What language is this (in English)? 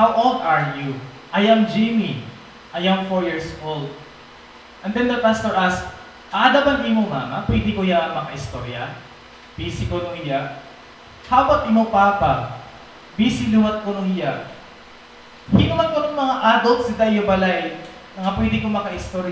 Waray